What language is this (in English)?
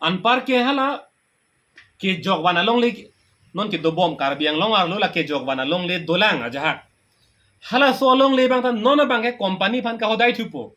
Karbi